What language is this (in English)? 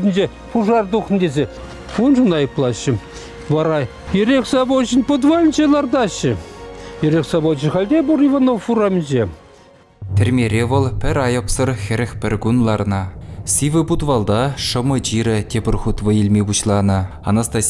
Chuvash